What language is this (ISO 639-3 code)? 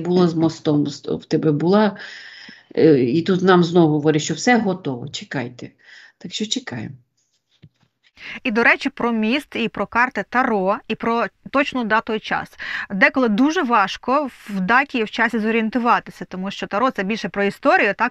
ukr